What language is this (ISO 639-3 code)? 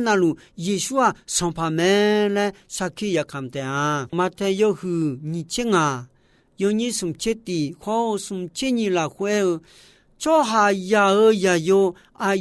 ahk